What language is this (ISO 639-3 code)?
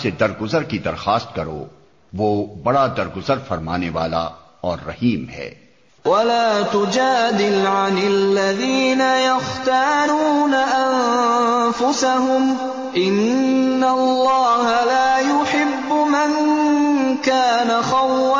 urd